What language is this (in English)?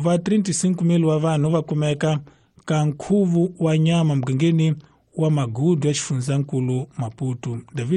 Tsonga